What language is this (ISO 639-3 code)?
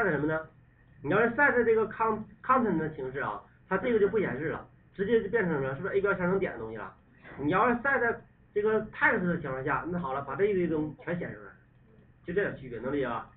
zho